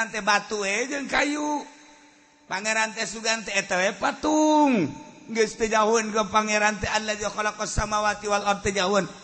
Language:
Sundanese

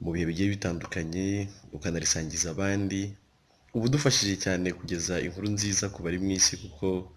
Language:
Kinyarwanda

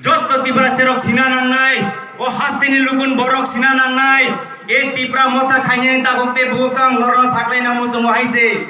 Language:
Kok Borok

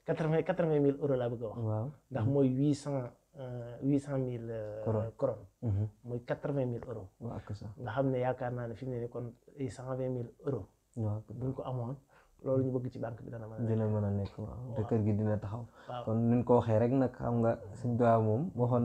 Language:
Wolof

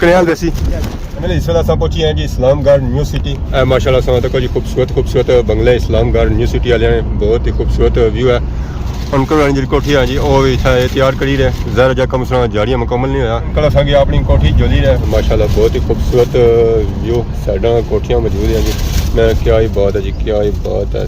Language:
Pahari-Potwari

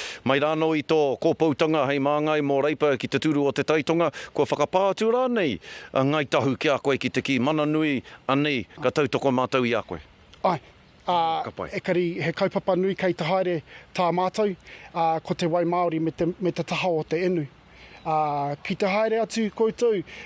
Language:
Māori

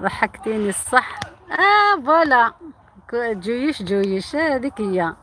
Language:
Algerian Arabic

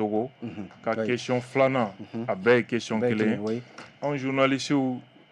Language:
Bambara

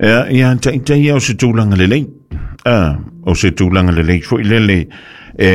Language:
Samoan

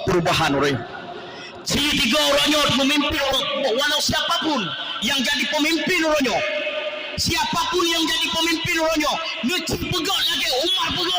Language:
Achinese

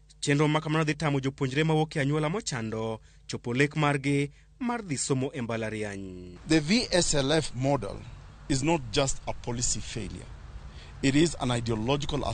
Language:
Luo (Kenya and Tanzania)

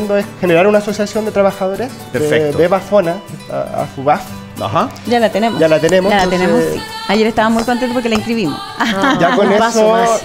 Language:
Spanish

